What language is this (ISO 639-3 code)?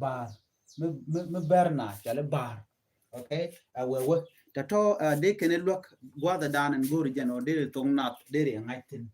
nus